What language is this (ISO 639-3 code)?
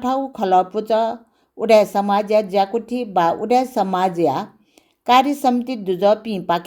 new